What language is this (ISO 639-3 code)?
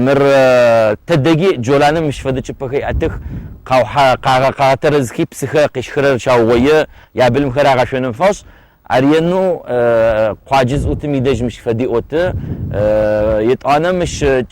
ady